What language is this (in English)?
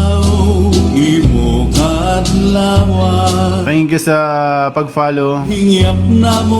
Waray